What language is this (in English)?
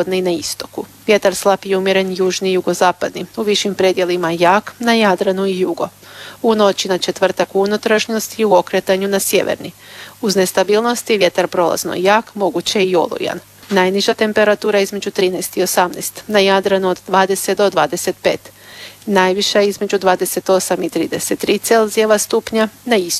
Croatian